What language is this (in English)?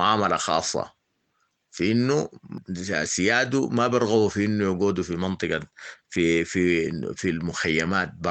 Sudanese Arabic